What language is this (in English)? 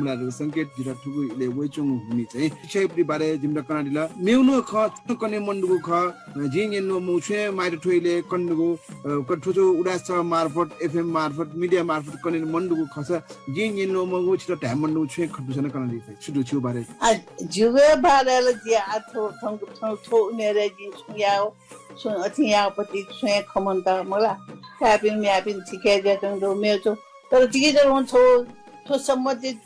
Newari